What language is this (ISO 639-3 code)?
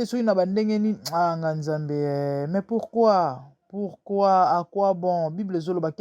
lin